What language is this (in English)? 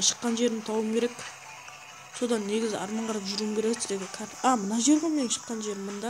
Kara-Kalpak